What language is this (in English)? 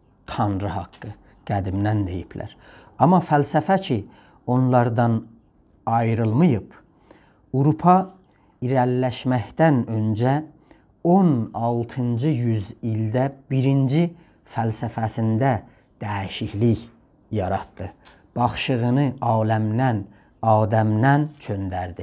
South Azerbaijani